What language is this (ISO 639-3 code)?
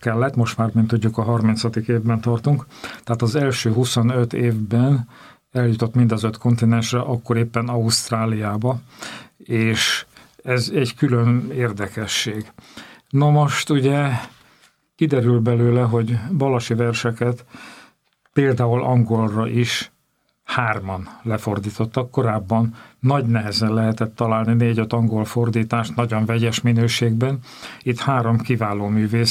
hun